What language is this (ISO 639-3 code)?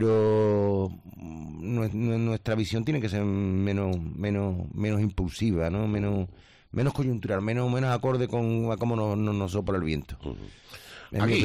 spa